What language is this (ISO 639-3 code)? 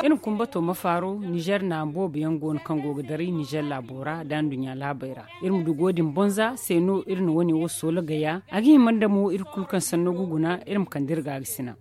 dje